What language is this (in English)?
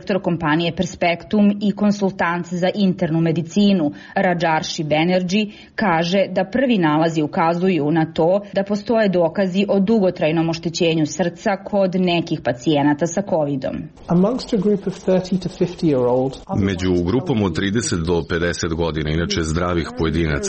Serbian